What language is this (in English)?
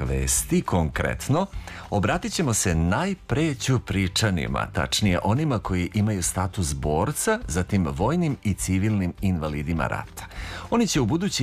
Serbian